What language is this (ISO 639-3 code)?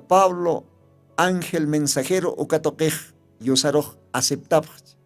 aym